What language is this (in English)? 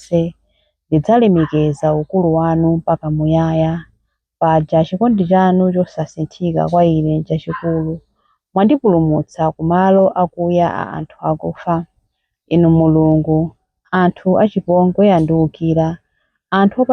Nyanja